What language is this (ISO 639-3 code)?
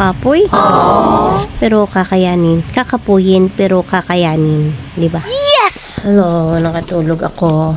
hil